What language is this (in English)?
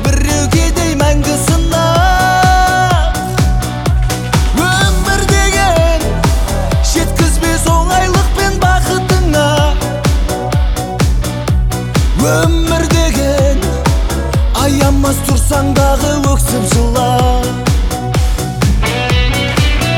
Kazakh